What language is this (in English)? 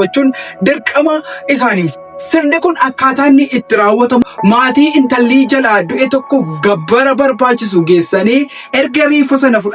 Oromo